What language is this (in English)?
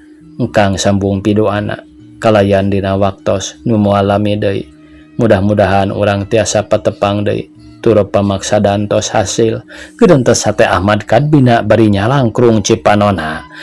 Sundanese